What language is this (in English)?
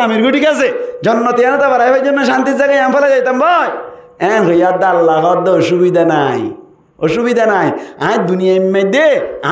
Rohingya